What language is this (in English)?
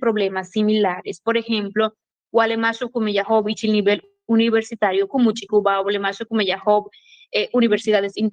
Yucateco